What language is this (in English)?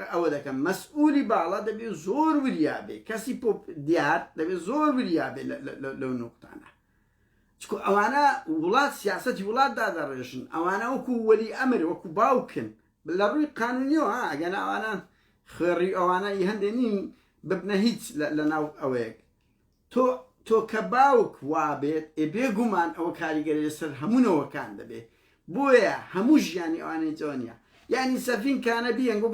Central Kurdish